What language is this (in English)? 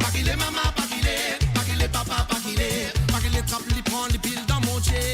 Morisyen